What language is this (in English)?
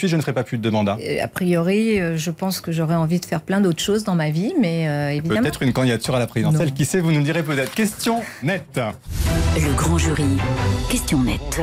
French